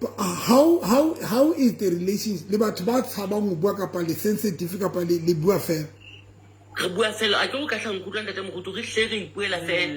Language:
Southern Sotho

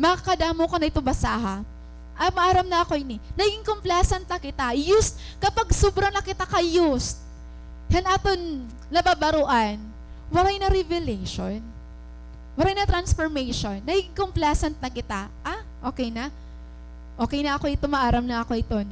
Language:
Waray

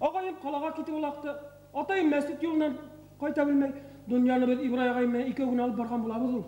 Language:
Bashkir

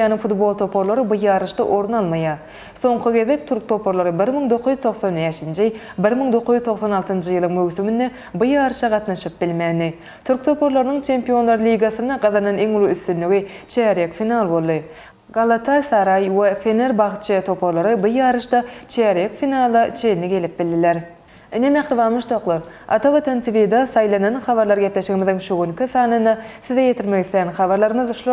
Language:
Turkmen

